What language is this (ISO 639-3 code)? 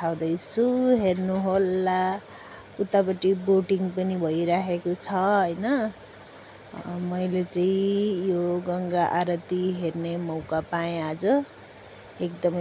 nep